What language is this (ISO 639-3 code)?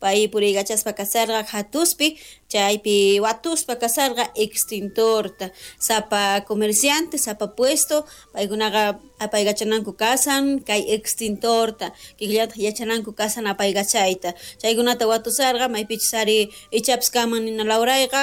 quh